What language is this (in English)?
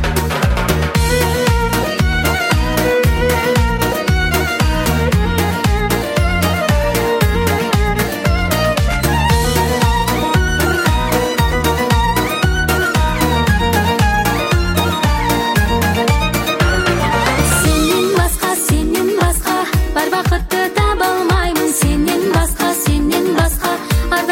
Kazakh